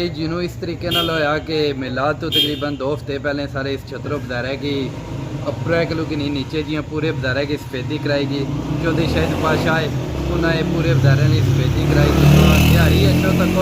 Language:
Pahari-Potwari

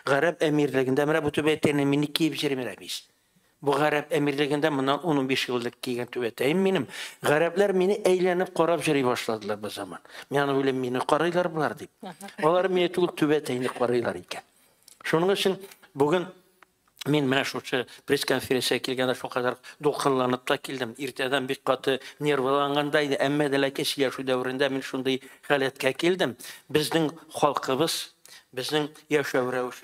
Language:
Tatar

